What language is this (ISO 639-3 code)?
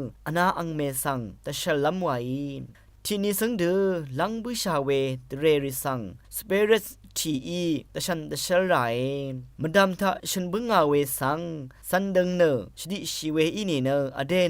raw